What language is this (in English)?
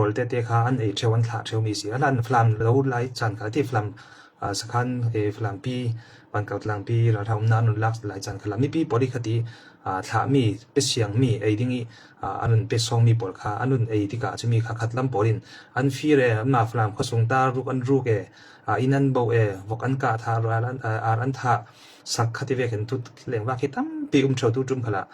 Falam Chin